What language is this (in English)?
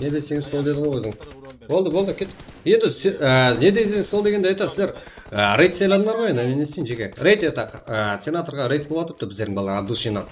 Kara-Kalpak